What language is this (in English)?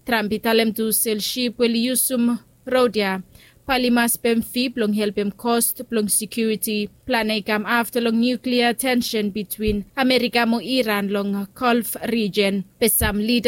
Bislama